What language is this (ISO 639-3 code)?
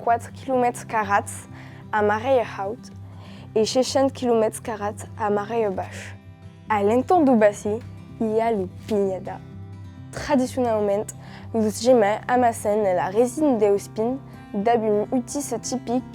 oci